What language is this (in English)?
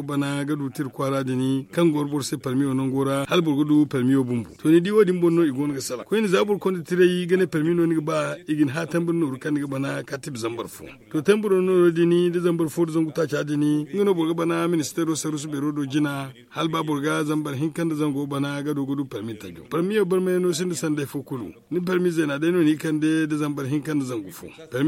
Zarma